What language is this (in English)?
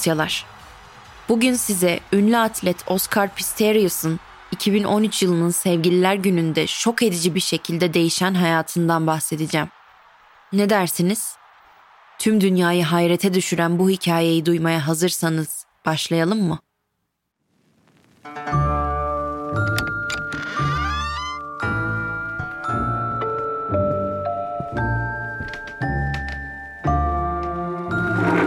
Turkish